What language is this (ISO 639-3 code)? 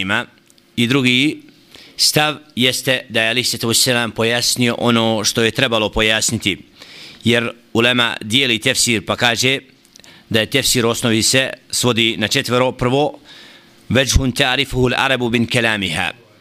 bos